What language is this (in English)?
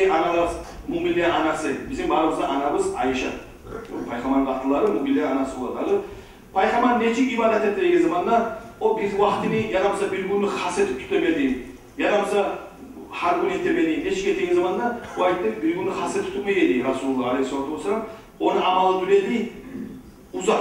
Kumyk